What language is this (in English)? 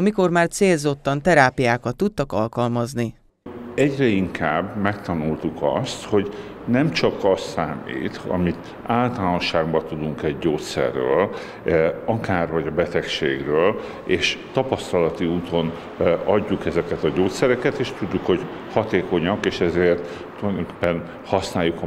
Hungarian